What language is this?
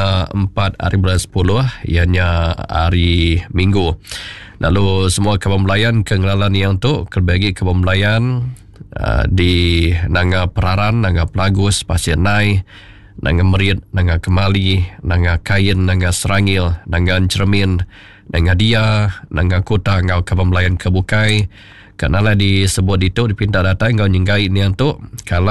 Iban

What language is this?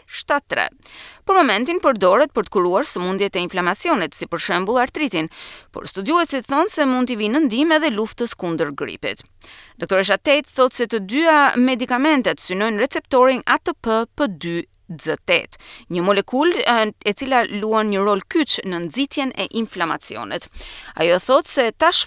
Albanian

